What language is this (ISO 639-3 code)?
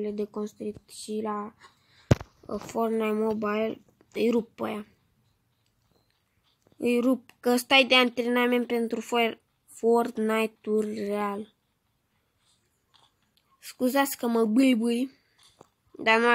ron